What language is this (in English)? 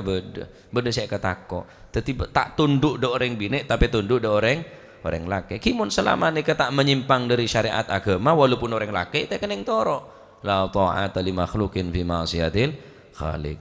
Madurese